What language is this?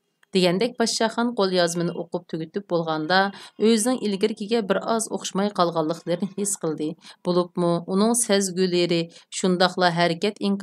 Uyghur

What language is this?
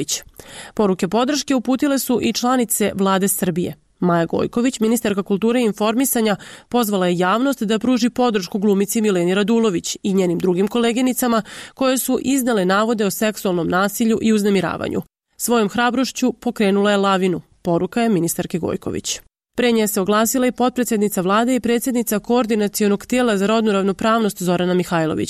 Serbian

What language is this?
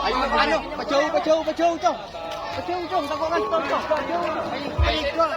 Madurese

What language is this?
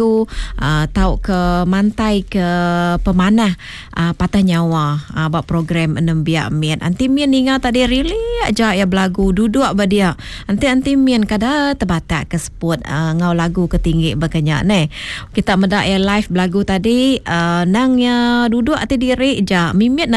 Iban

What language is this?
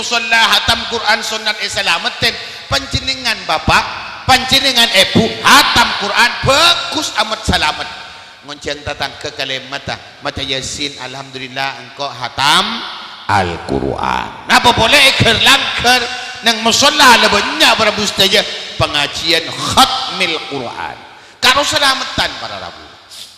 Madurese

